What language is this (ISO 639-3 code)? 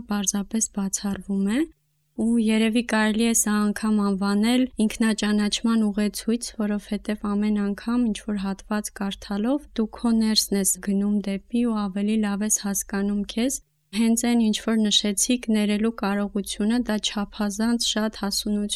hye